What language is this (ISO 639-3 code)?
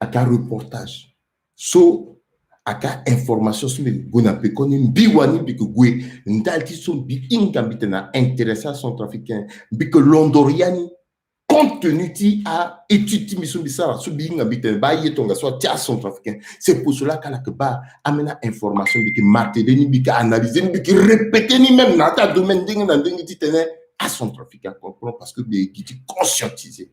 sag